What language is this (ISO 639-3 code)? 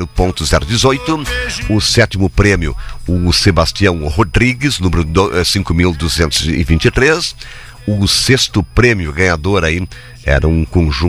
por